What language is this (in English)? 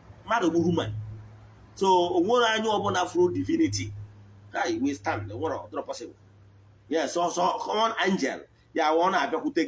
Igbo